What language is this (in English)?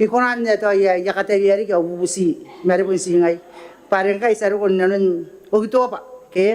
Gilbertese